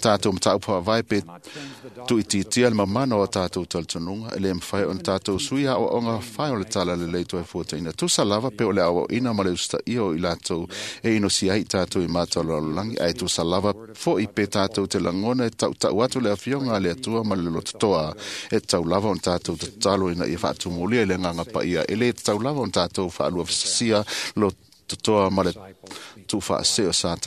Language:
Samoan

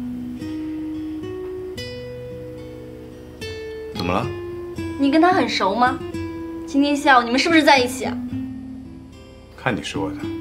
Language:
Chinese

